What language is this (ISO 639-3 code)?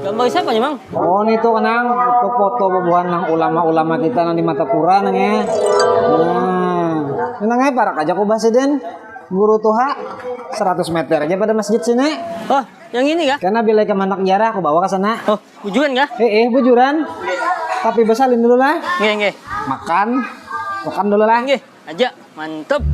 bjn